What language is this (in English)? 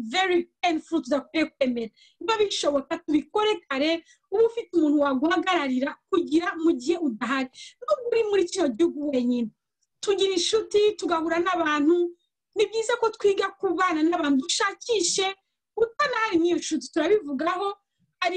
Kinyarwanda